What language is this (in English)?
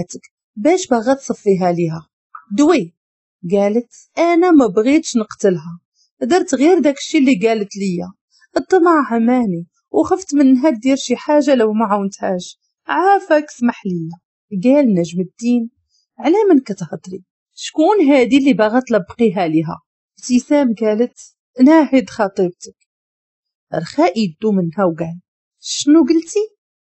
Moroccan Arabic